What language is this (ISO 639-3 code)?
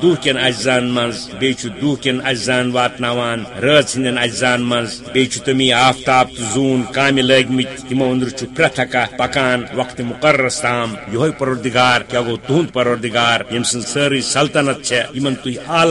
kas